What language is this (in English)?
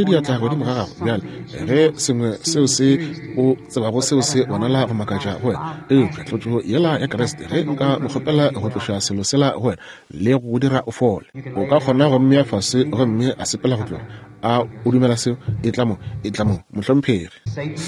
Northern Sotho